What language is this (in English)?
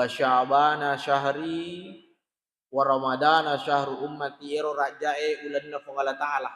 Buginese